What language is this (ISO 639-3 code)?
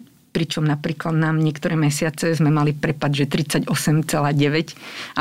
slk